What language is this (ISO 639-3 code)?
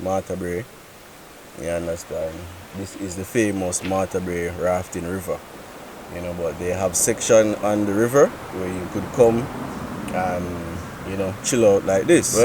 jam